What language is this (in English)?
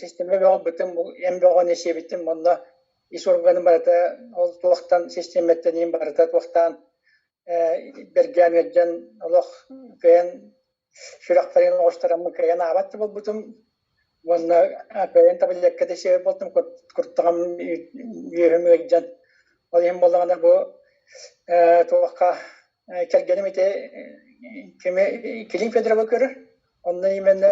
Yakut